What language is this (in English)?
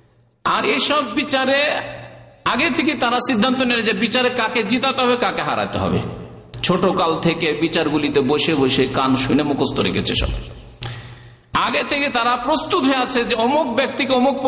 Bangla